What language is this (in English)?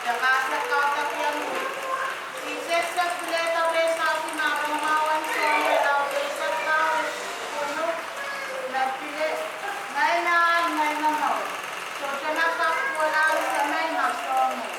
Pohnpeian